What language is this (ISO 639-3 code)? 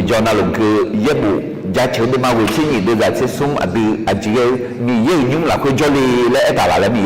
ahk